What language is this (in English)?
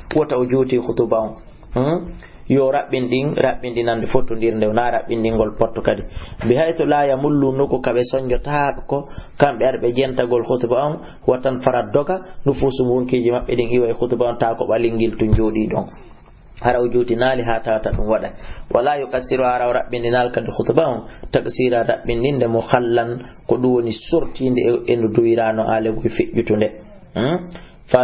Fula